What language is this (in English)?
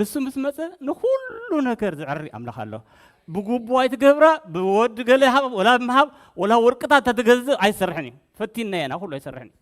Tigrinya